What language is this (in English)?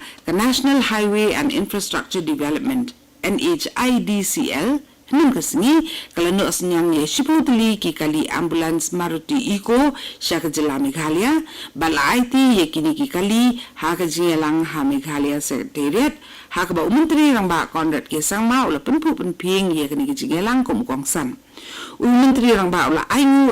Khasi